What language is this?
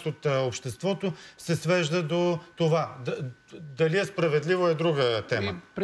Bulgarian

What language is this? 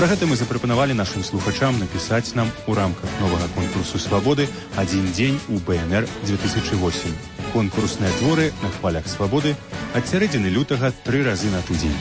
Belarusian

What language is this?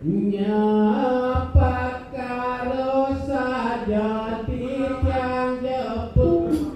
Balinese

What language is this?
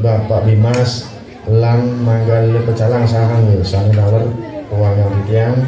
Balinese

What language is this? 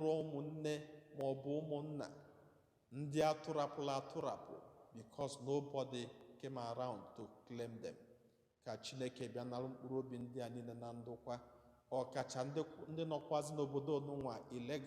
Igbo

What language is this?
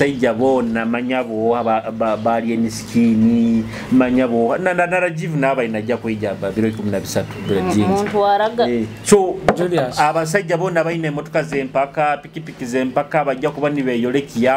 Nyoro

